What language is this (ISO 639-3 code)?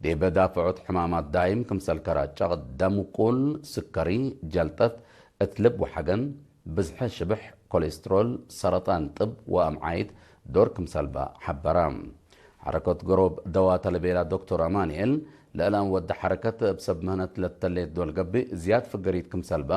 tig